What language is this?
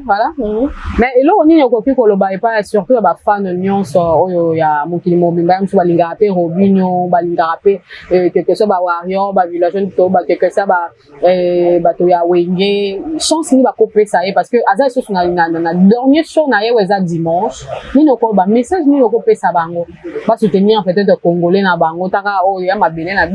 Lingala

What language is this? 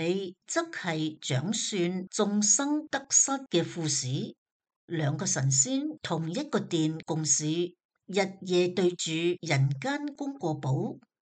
Cantonese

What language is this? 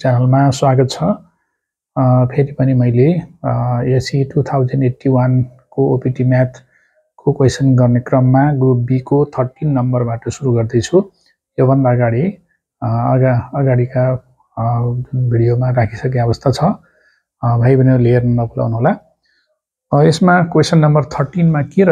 Nepali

